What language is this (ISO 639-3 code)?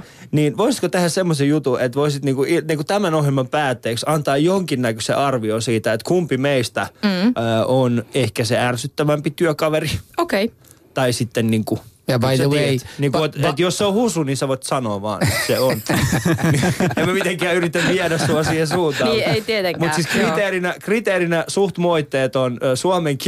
fin